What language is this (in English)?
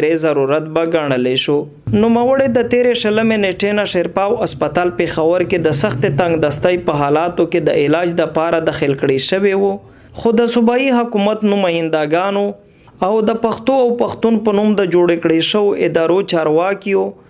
Pashto